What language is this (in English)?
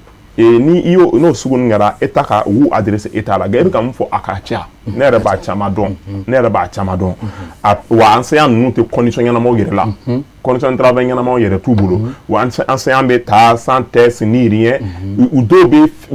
Bambara